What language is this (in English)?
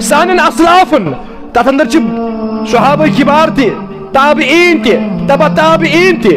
Kashmiri